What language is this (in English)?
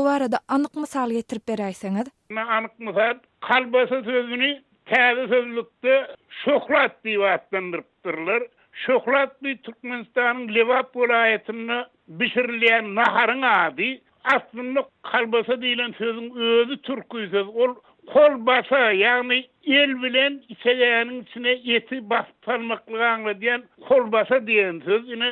Turkmen